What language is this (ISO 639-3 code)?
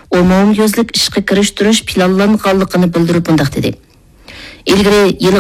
uig